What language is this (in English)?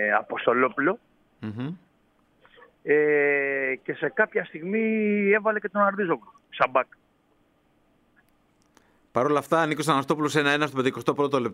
Greek